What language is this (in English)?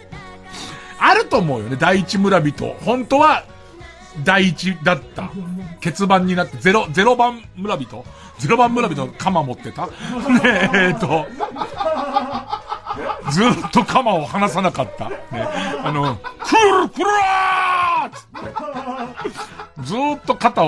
Japanese